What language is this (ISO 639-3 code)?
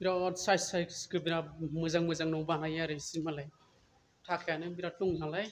brx